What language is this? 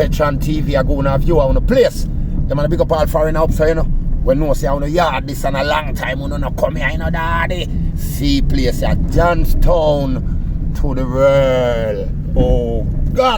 Jamaican Creole English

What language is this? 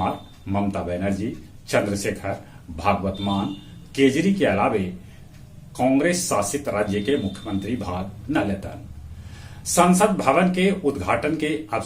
Magahi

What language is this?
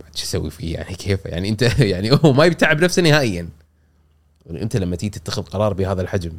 Gulf Arabic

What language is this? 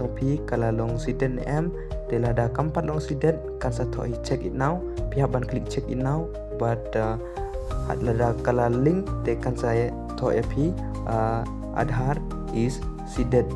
Khasi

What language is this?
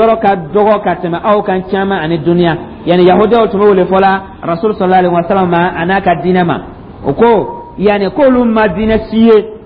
Dyula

